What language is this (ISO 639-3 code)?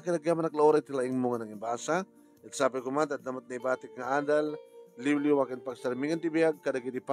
ilo